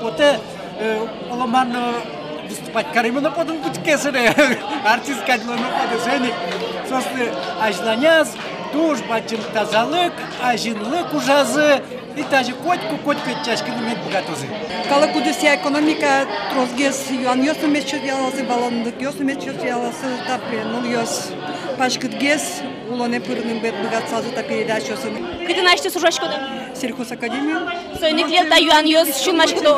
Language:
Udmurt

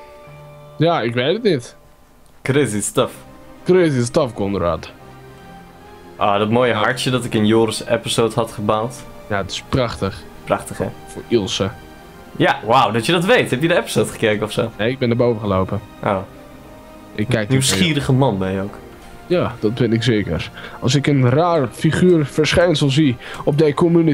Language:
Dutch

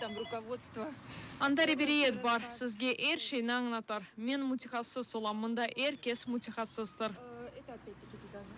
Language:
Crimean Tatar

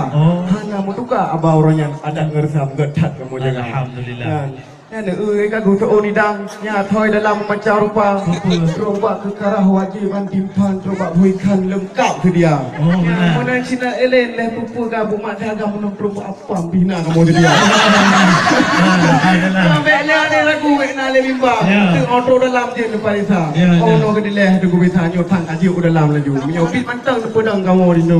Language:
Achinese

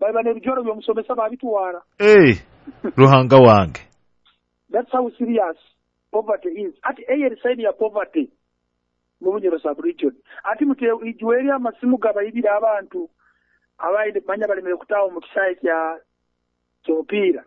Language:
Nyoro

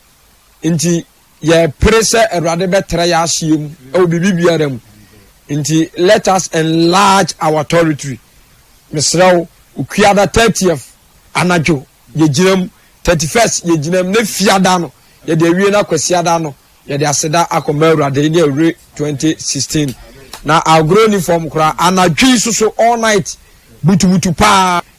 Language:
Akan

